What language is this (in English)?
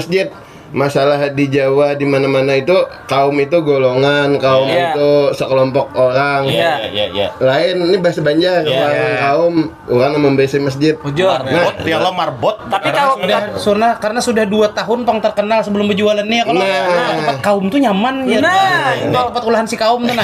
Banjar